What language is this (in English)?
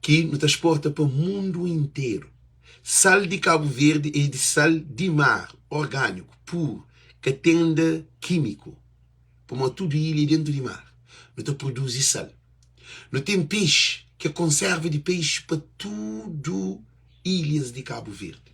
Kabuverdianu